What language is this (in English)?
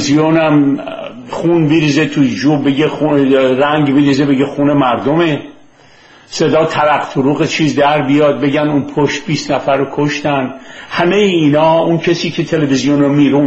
Persian